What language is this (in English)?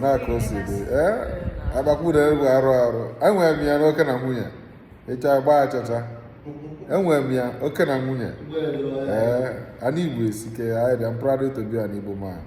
Igbo